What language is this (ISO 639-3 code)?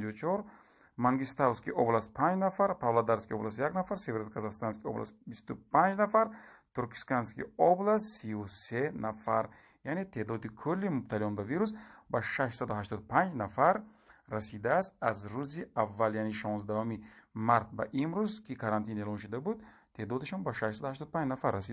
tgk